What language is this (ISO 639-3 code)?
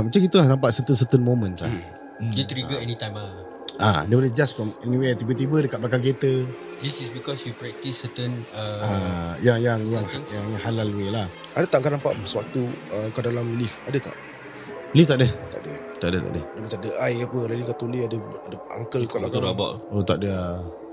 msa